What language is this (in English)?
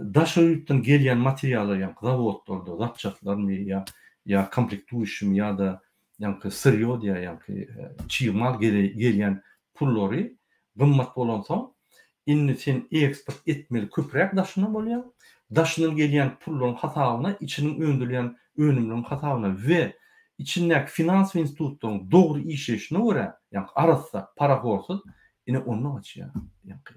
Turkmen